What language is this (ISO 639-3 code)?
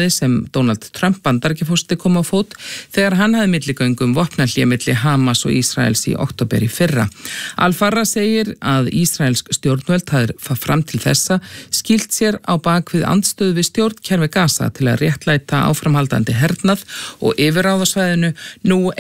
isl